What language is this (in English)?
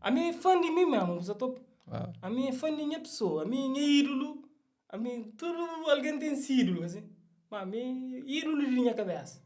Kabuverdianu